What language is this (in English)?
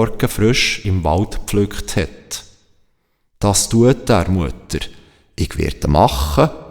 Swiss German